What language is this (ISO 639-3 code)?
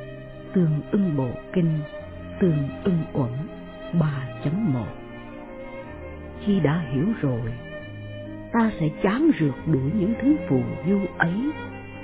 vie